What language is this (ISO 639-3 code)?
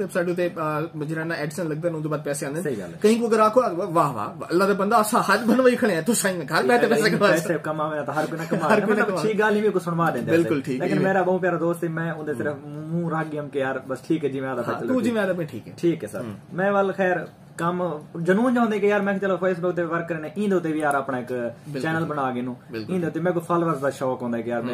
skr